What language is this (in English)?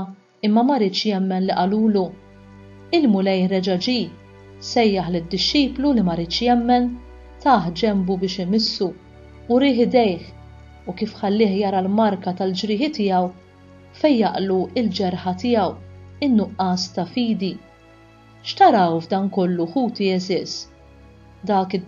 Maltese